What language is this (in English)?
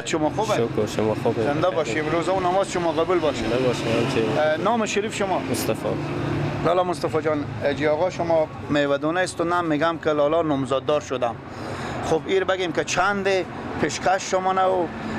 Persian